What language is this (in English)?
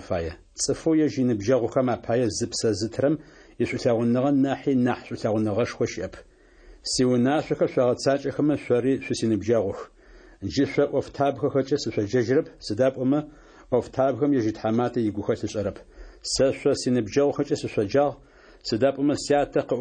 Adyghe